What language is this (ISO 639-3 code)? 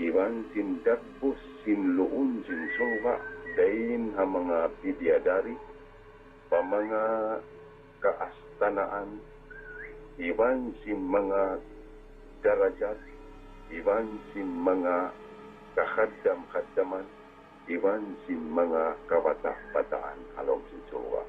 tsg